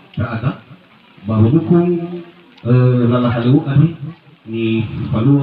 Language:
Nias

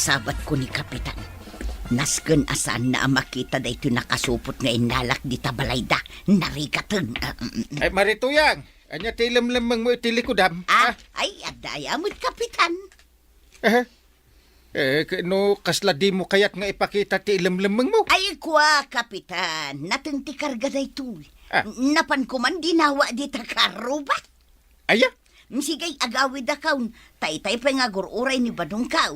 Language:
Iloko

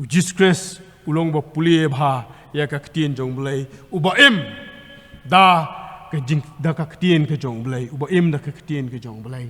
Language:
Khasi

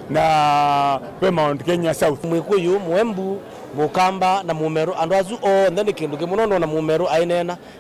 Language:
Kamba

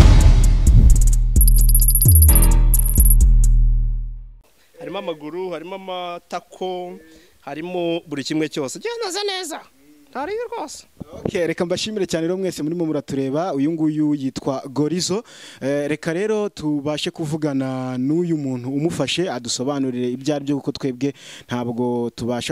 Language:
Kinyarwanda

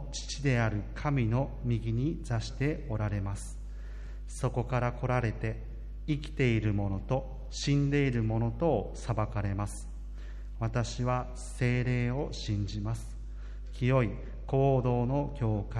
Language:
Japanese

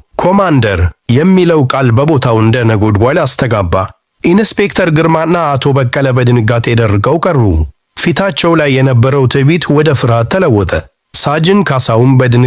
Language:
Amharic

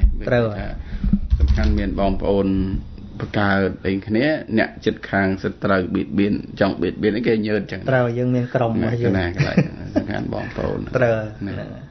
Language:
Khmer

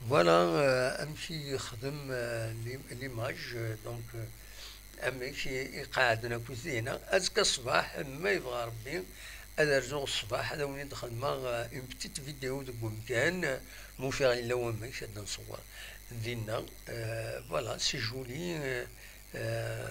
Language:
Kabyle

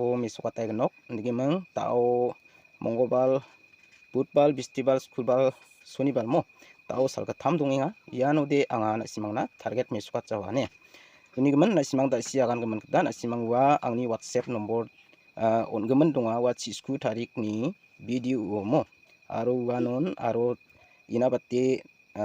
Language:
Garo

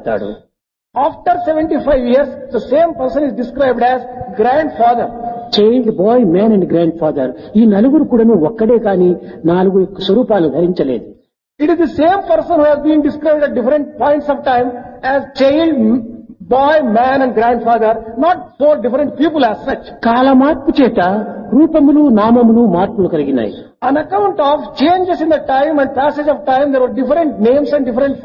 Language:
Telugu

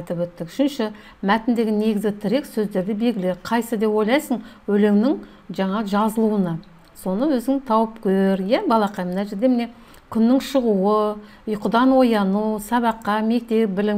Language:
Kazakh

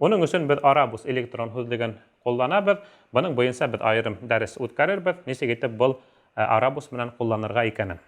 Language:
Bashkir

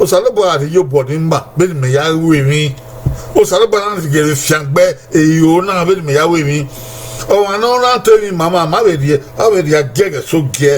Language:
Bini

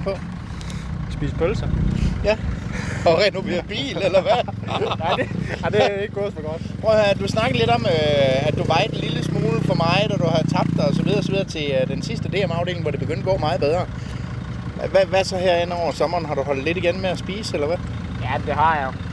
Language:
Danish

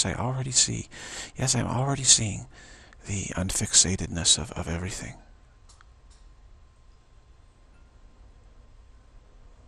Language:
English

